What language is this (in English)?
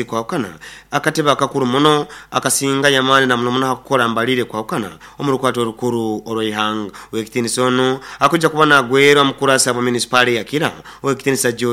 Nyoro